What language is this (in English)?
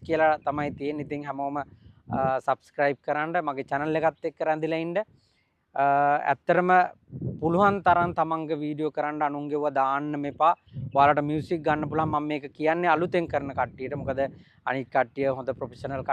Sinhala